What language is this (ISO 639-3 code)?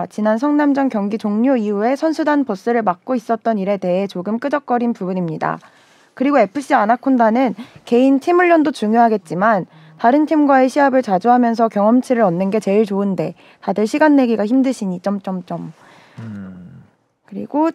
kor